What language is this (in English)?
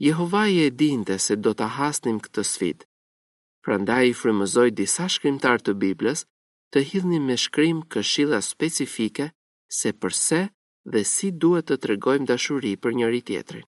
Albanian